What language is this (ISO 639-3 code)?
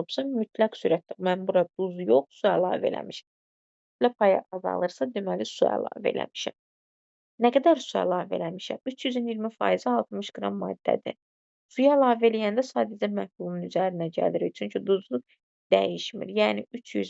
aze